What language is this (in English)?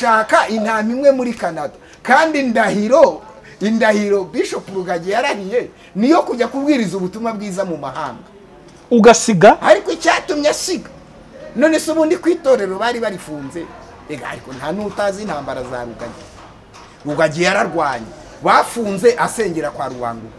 Kinyarwanda